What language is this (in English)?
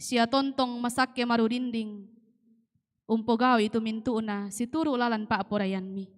Toraja-Sa'dan